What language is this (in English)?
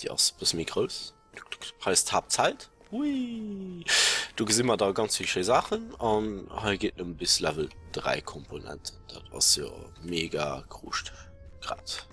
Luxembourgish